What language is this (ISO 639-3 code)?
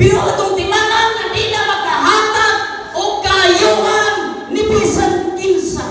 ceb